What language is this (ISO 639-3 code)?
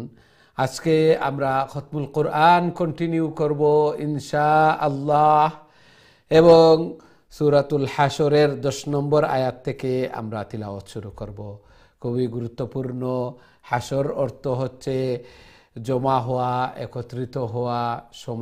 ben